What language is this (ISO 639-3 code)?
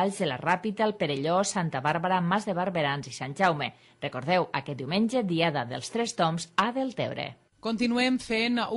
cat